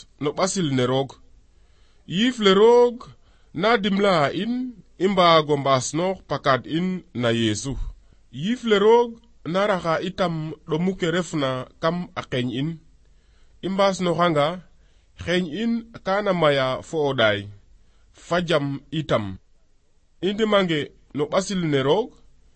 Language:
Serer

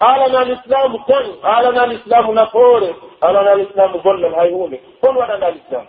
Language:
Pular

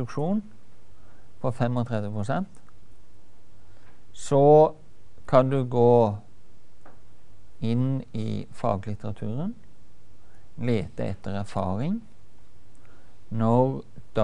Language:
Norwegian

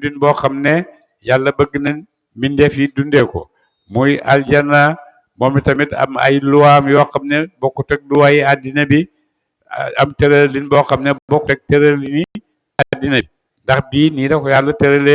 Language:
Wolof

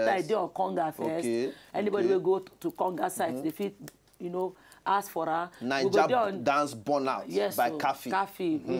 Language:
Nigerian Pidgin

